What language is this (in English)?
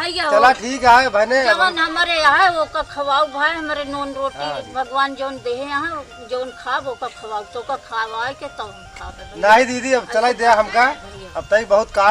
Awadhi